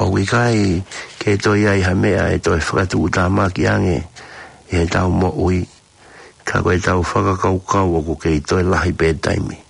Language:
Tongan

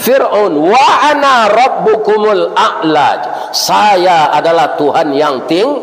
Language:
Minangkabau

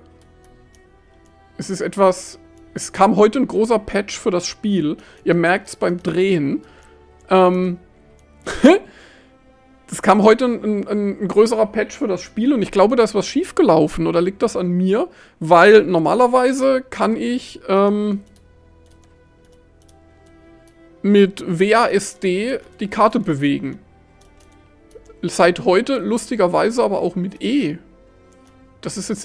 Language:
German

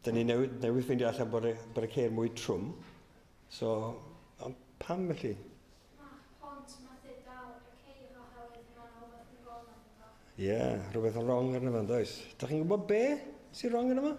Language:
Welsh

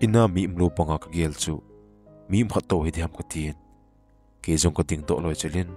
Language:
Thado Chin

